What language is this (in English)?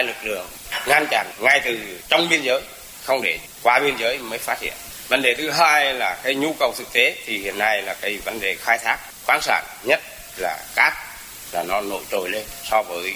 Vietnamese